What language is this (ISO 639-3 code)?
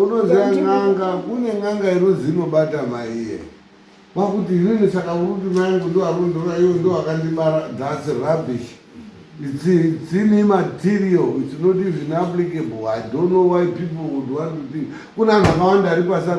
sna